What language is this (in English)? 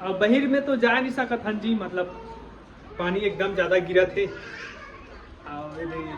Chhattisgarhi